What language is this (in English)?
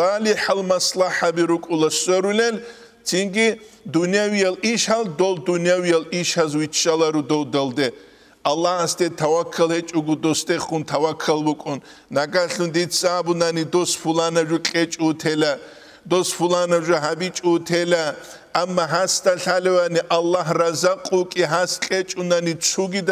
Avaric